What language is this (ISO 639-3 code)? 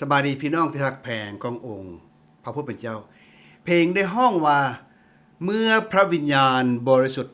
lao